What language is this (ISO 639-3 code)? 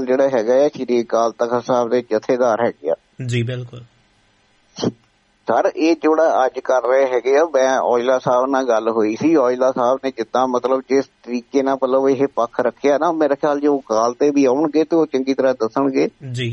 pan